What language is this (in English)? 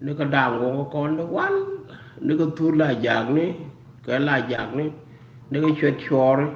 Nuer